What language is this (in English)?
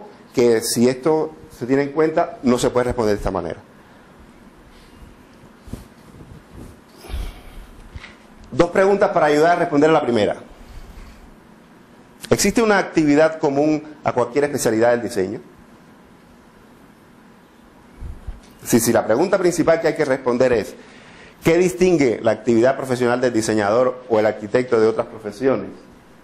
Spanish